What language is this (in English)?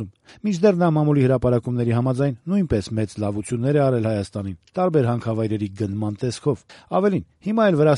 Armenian